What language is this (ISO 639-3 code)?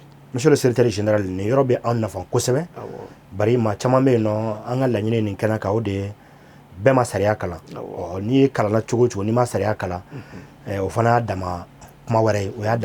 bam